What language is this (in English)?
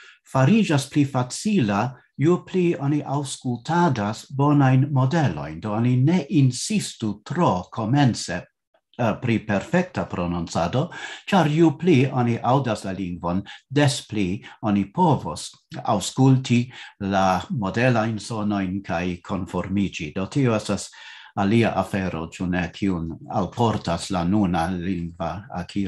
Esperanto